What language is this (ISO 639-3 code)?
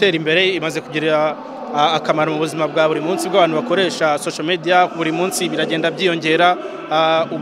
kin